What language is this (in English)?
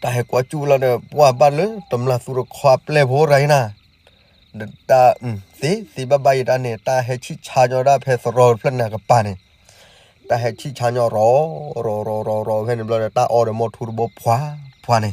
S'gaw Karen